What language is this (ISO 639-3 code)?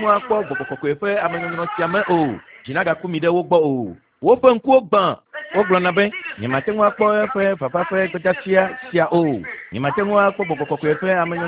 ewe